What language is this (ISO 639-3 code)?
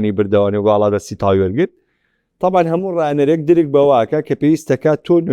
ckb